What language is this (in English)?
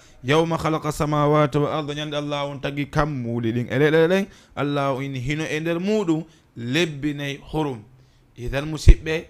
Fula